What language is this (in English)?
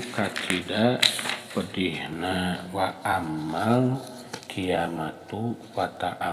Sundanese